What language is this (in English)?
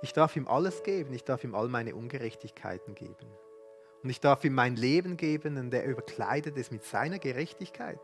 Swiss German